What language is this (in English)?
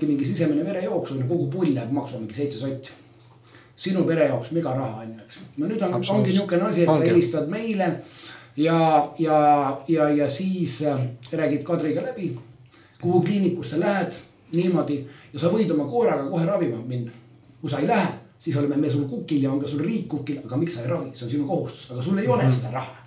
Estonian